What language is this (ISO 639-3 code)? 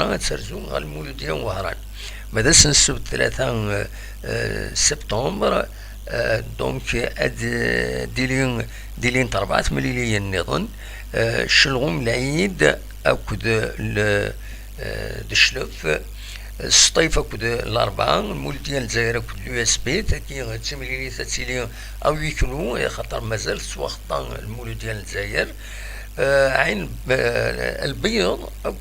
kab